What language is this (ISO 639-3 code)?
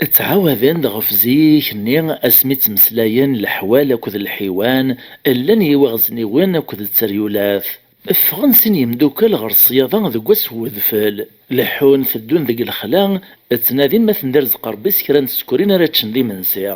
kab